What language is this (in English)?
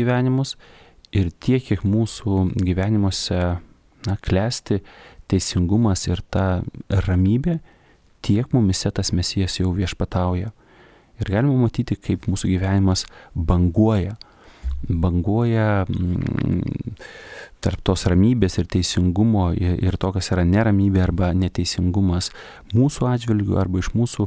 Lithuanian